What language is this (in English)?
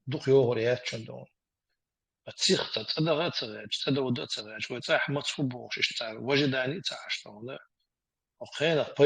Chechen